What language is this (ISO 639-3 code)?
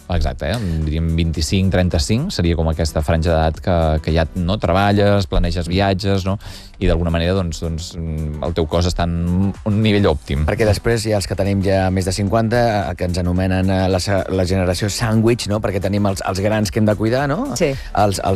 cat